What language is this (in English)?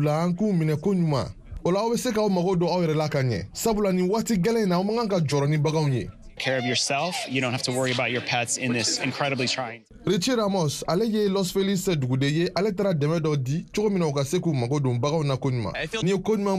Bambara